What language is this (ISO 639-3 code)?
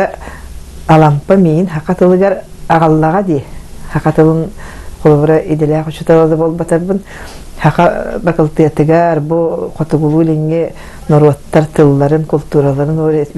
sah